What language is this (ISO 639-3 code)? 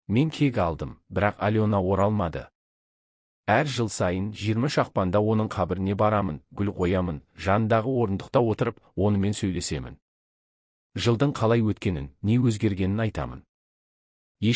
kaz